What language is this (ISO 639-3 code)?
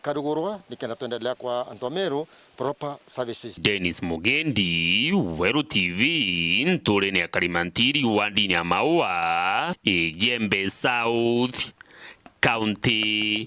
mer